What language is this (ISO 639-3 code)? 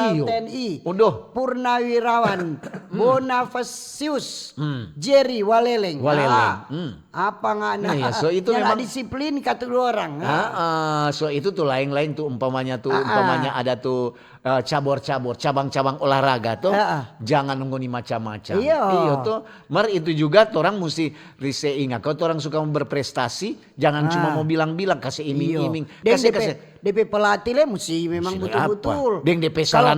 xmm